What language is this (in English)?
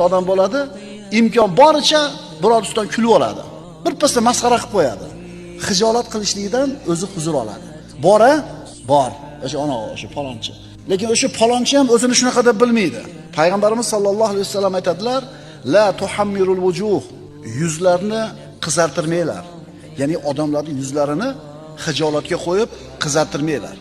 Uzbek